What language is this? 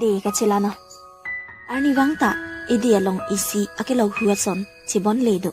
Karbi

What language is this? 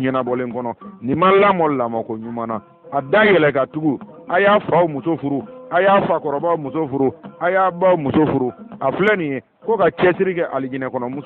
Bambara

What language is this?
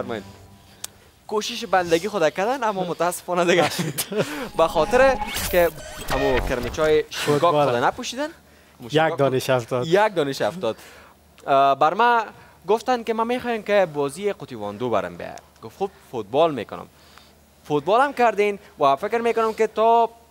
Persian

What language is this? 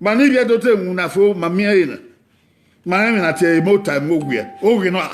Bini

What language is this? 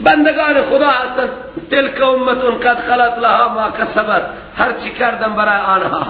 Persian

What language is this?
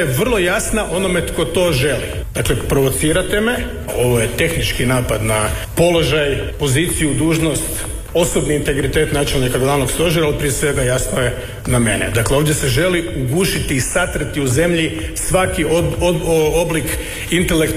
Croatian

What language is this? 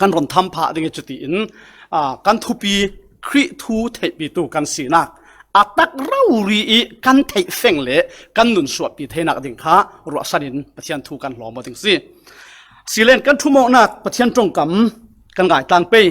Falam Chin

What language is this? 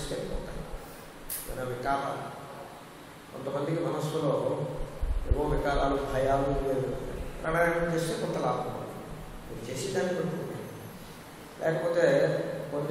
Telugu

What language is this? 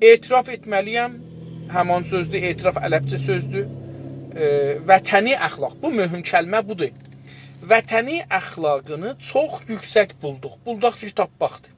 South Azerbaijani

